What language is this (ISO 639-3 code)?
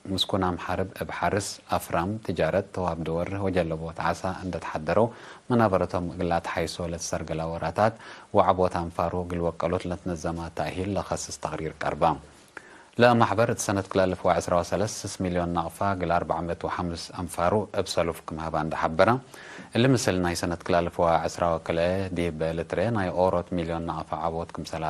tig